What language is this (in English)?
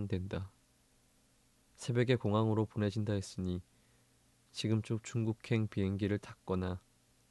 Korean